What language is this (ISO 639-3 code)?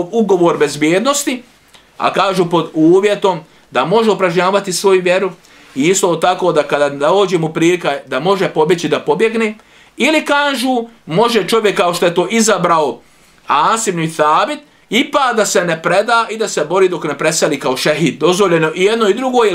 bos